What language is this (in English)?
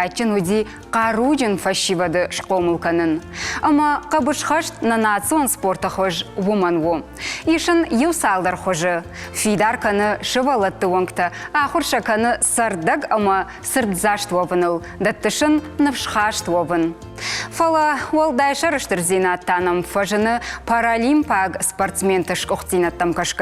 Ossetic